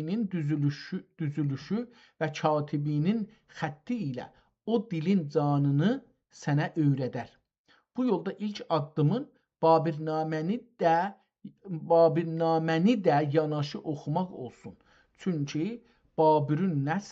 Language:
South Azerbaijani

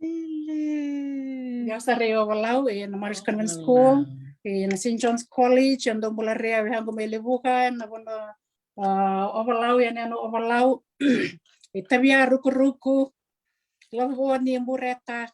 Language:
Fijian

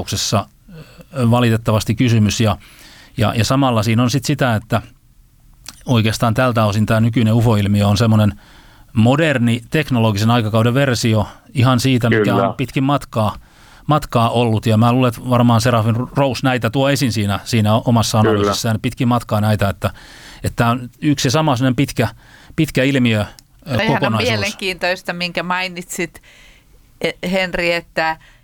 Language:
Finnish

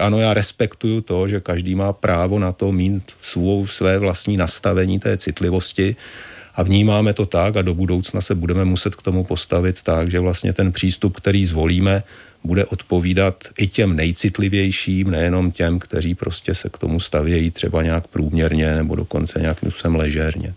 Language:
Czech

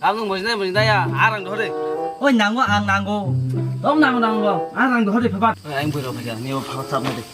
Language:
Kok Borok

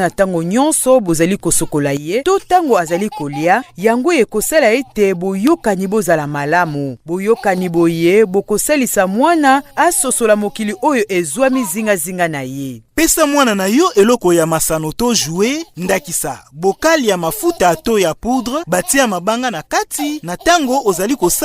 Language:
Lingala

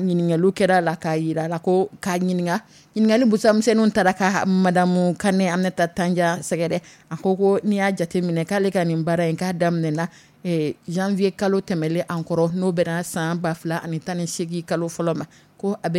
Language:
Dyula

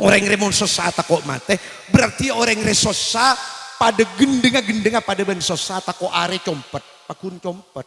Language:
Madurese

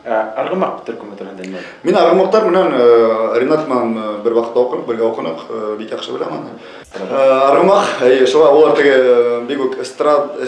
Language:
Bashkir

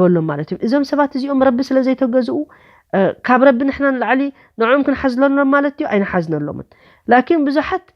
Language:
Tigrinya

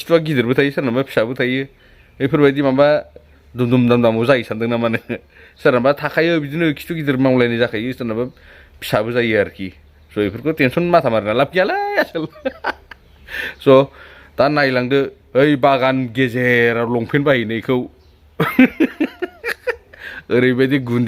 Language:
Bodo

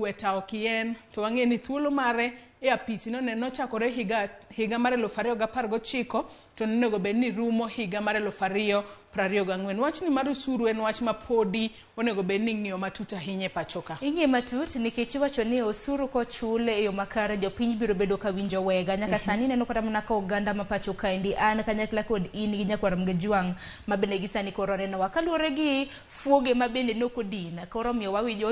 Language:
Luo (Kenya and Tanzania)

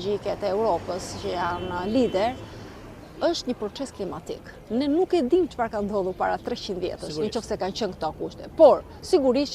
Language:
Albanian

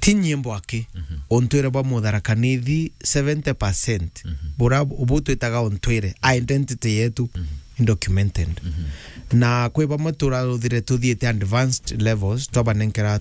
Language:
Meru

